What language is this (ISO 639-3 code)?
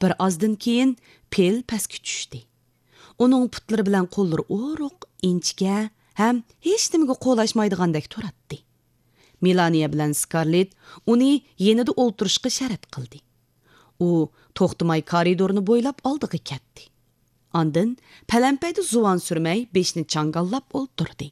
uig